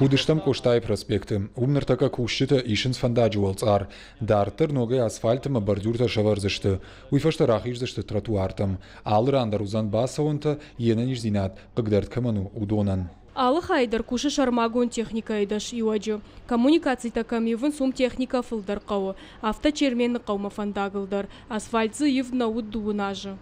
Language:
Ossetic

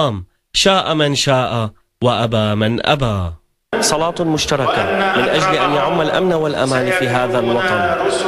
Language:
Arabic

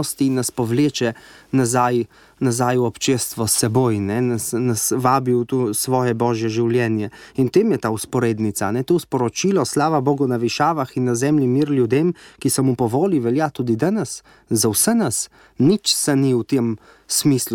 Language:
Slovenian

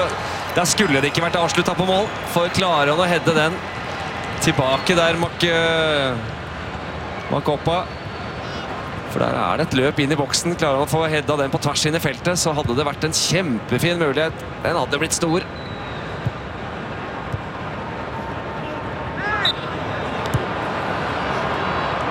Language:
Norwegian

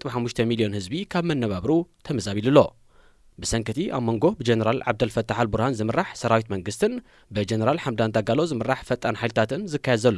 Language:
Tigrinya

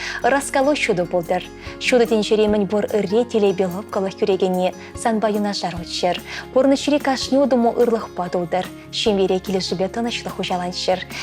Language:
Chuvash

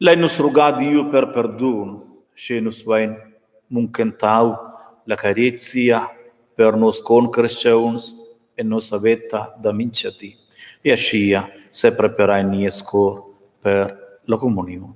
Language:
Romansh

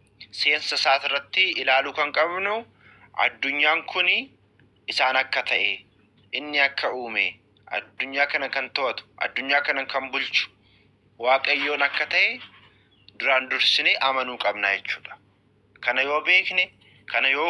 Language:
Oromo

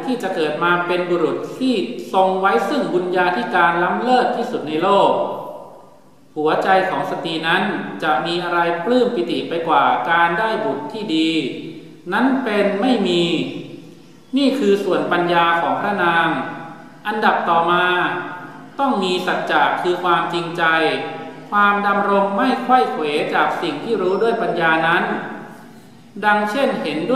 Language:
Thai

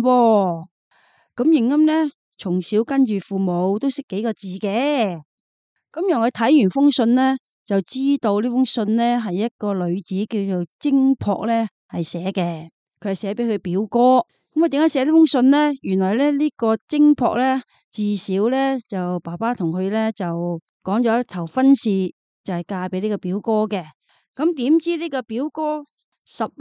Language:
Cantonese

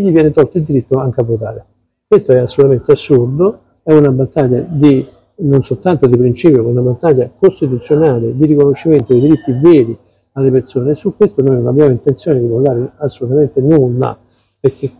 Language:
Italian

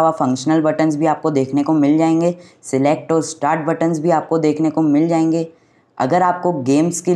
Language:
Hindi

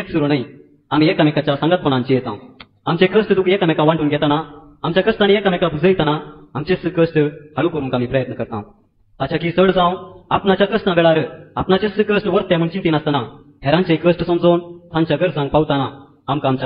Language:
Konkani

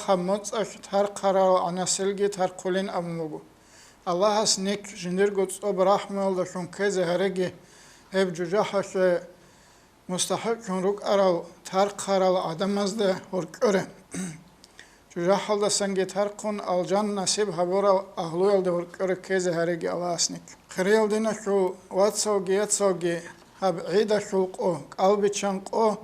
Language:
Avaric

